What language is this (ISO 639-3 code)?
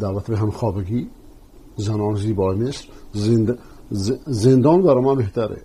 fas